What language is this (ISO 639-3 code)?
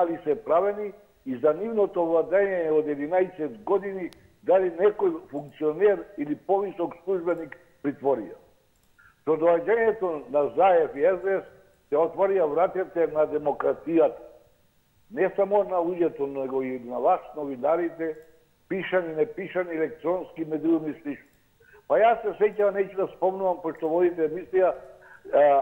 mkd